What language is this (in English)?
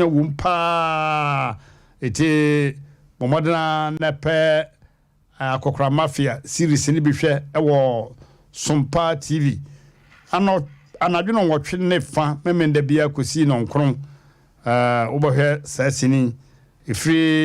Akan